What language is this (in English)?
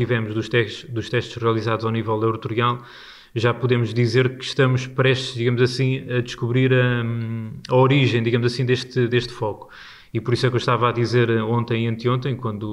Portuguese